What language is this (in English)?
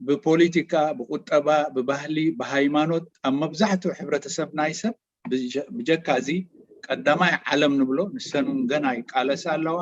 Tigrinya